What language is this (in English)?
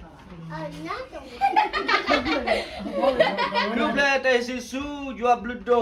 S'gaw Karen